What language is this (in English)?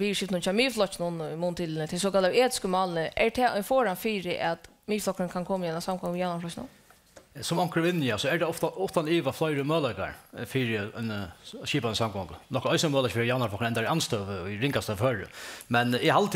Faroese